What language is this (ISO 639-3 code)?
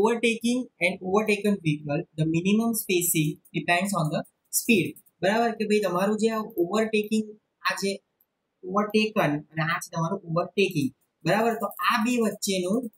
guj